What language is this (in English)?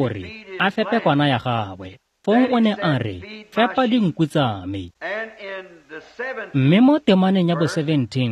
Tswana